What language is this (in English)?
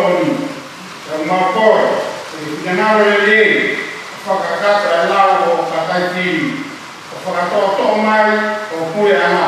Tongan